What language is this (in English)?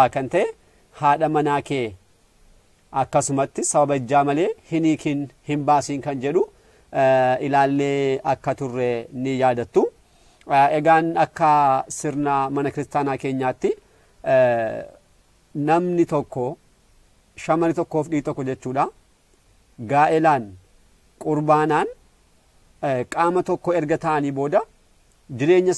Oromo